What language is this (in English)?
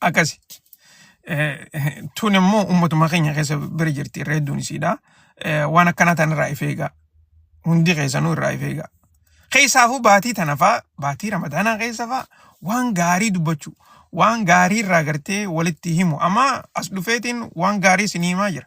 Oromo